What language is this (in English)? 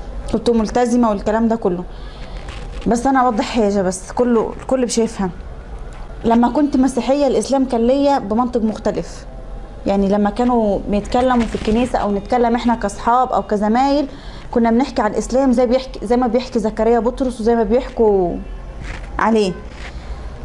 Egyptian Arabic